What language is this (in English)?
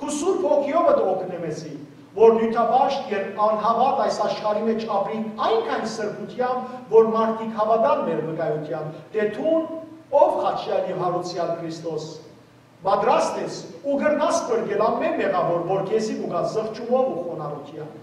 Western Armenian